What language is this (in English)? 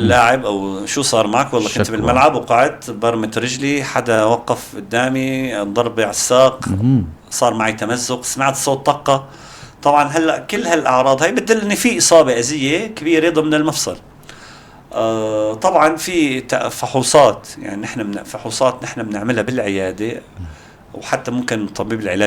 North Levantine Arabic